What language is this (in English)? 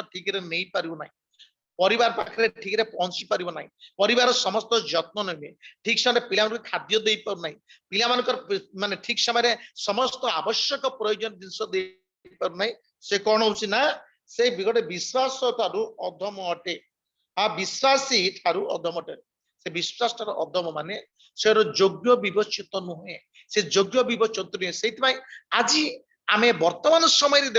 Odia